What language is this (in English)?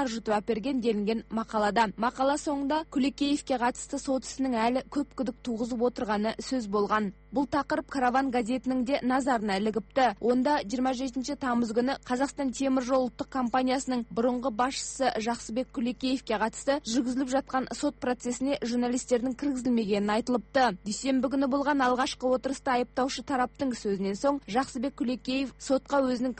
Kazakh